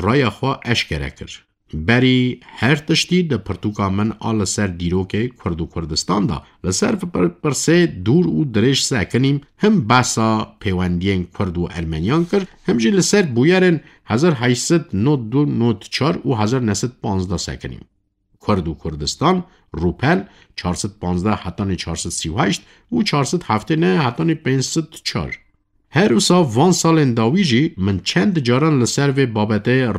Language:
Kurdish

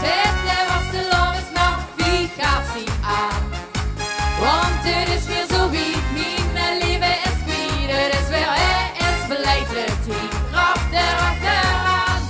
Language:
Limburgish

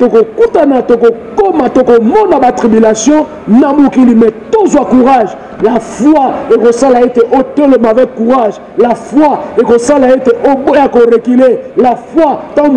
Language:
Lingala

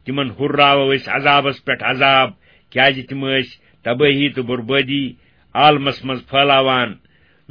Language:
Kashmiri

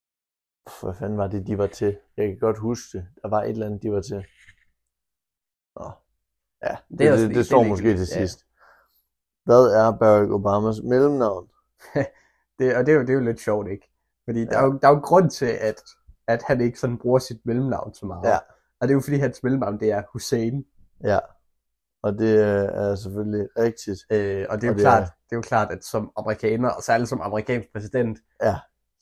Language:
Danish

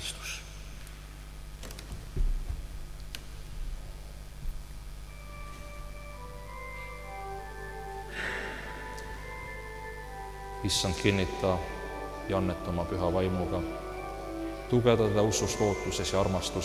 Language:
Estonian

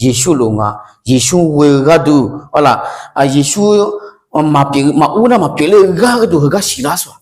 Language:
Akha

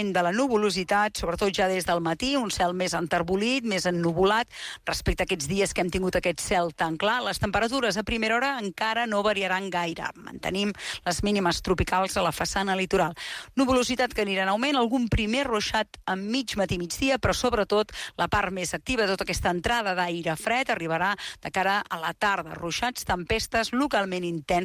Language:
Catalan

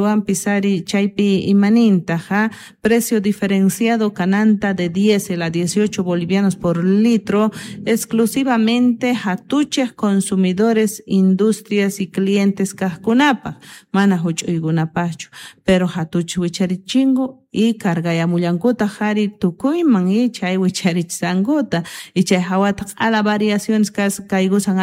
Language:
South Bolivian Quechua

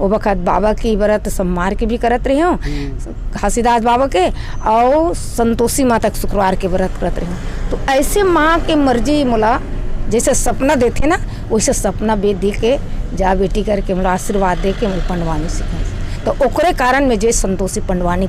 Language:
Chhattisgarhi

